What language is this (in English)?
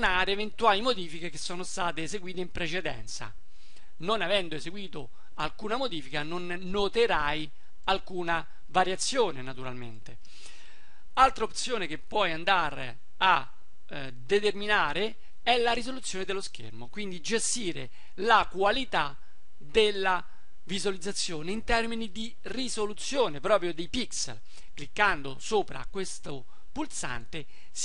Italian